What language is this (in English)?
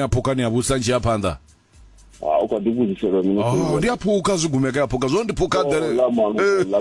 Venda